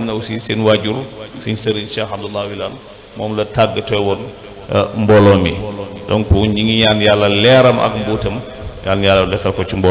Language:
Wolof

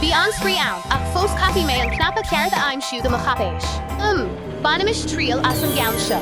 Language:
Irish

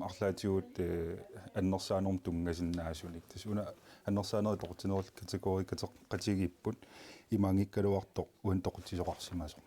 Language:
Kalaallisut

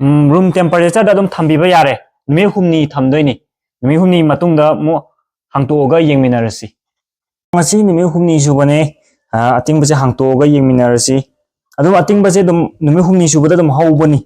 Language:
Manipuri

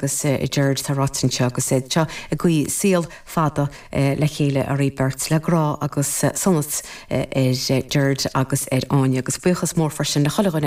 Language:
Irish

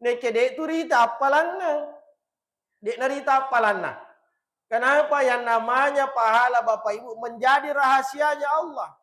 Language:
Buginese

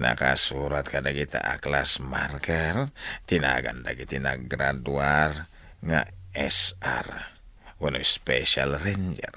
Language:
Iloko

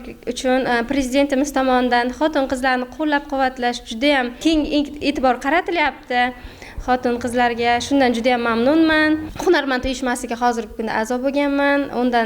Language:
Uzbek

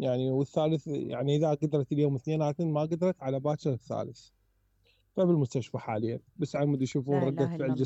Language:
Mesopotamian Arabic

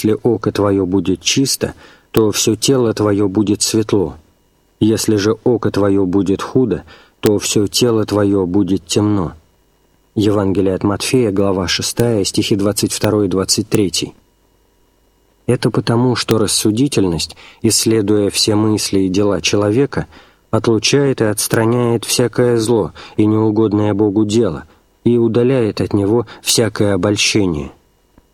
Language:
Russian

